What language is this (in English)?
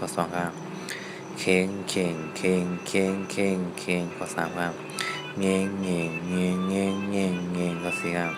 Shan